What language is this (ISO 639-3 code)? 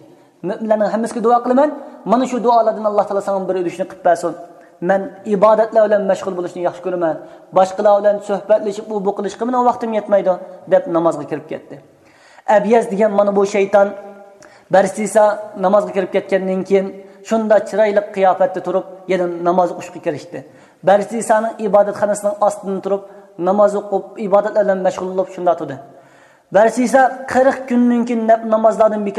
uig